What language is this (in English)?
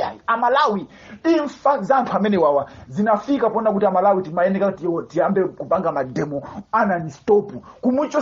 Nyanja